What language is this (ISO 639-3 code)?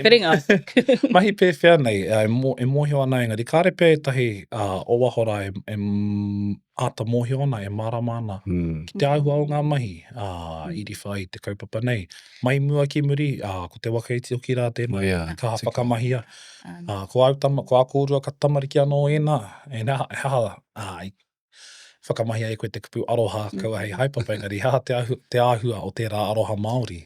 mri